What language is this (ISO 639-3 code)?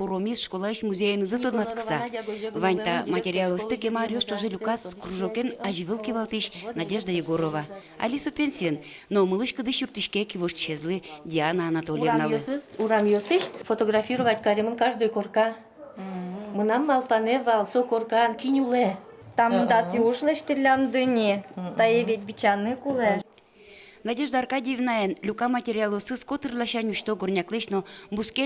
udm